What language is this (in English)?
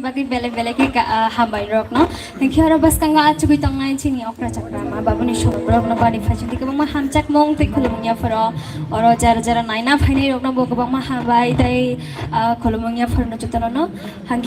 Kok Borok